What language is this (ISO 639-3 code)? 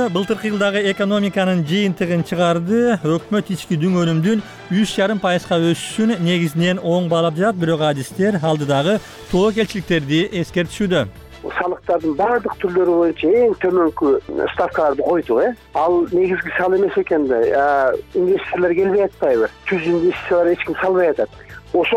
kir